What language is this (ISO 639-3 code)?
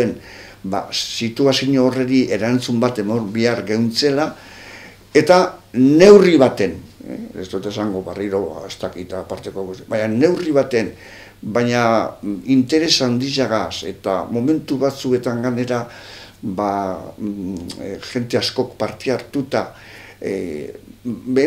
eus